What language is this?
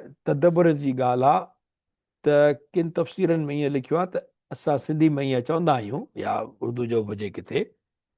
Sindhi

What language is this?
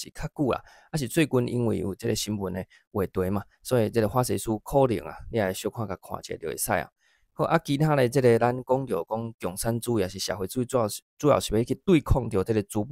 Min Nan Chinese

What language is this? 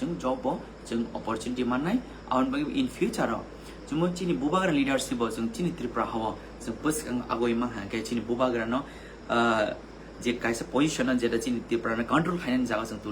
Kok Borok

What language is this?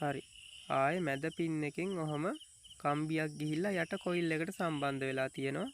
Sinhala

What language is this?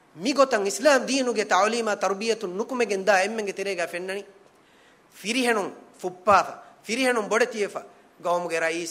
Divehi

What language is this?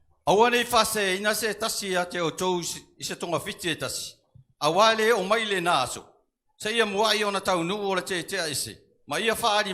Samoan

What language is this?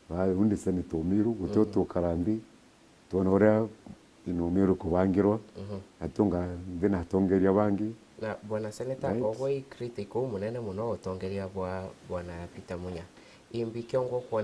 Meru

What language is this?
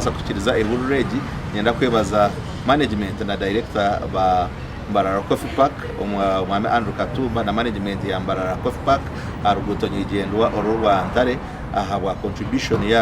Nyankole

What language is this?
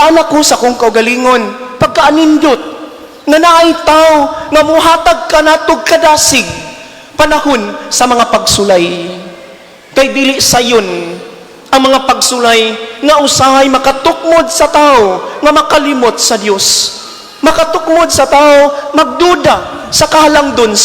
Cebuano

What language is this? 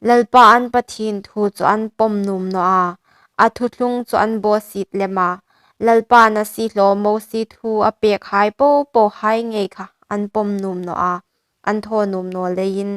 Hmar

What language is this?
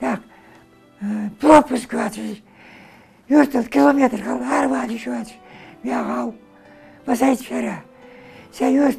Ingush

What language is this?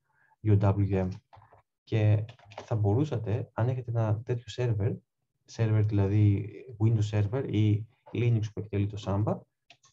Greek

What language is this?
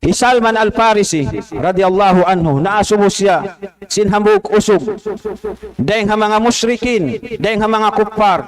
Tausug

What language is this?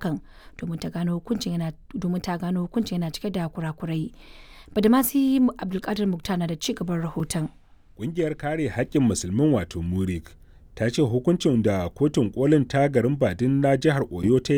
Hausa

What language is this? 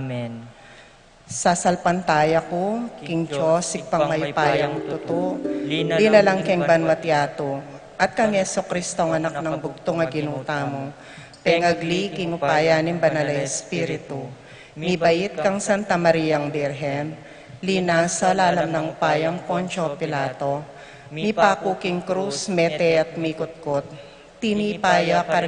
Pampanga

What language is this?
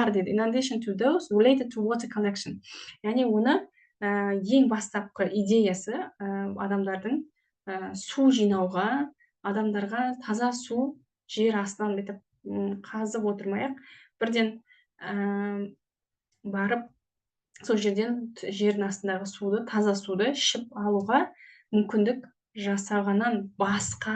Kazakh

